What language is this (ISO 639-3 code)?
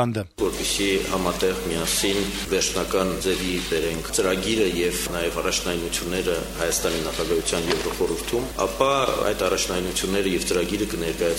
hye